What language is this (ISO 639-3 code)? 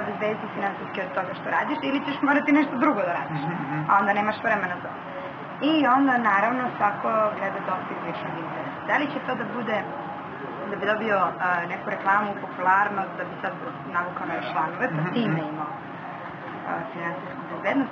srp